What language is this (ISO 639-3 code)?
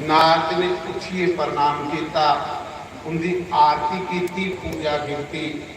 doi